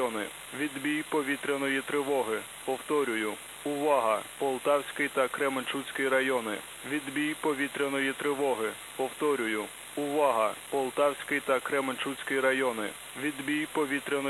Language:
Ukrainian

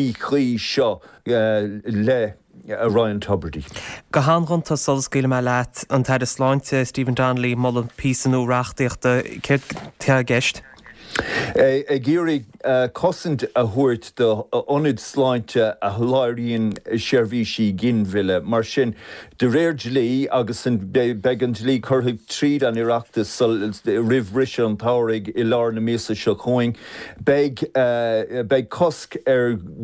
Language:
Irish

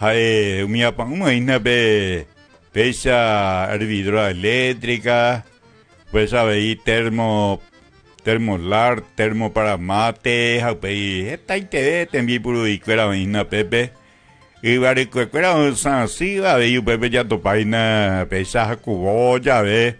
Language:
Guarani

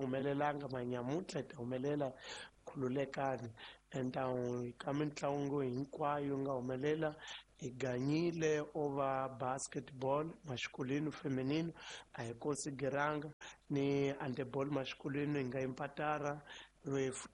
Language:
Tsonga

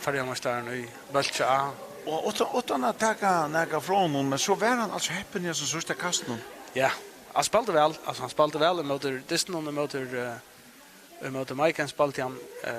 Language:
Faroese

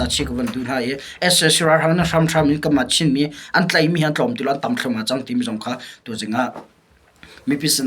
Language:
Hakha Chin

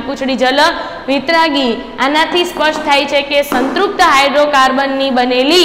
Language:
Gujarati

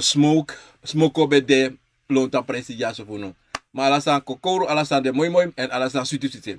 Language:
Sranan Tongo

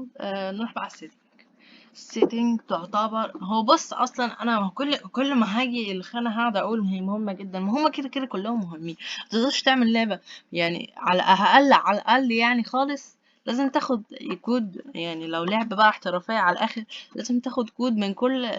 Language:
Egyptian Arabic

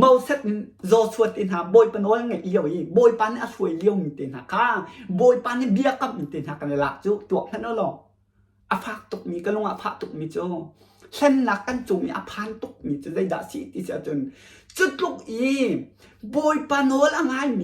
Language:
Hakha Chin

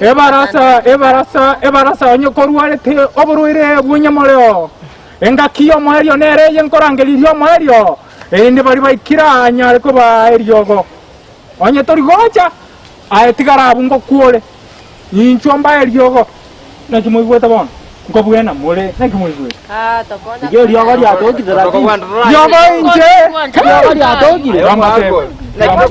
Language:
Gusii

